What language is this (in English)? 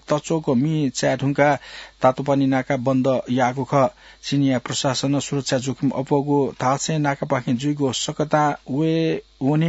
Newari